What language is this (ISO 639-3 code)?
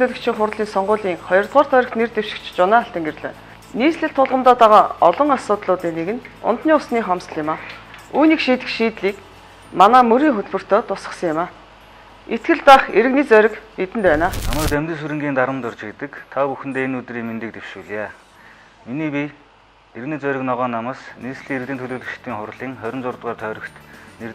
mon